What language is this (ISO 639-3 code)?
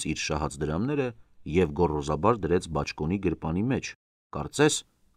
hye